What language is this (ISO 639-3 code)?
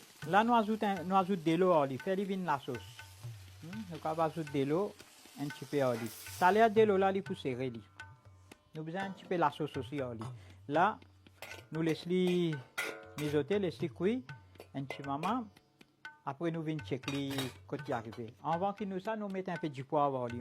mfe